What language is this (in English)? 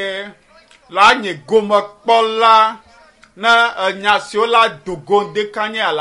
Ewe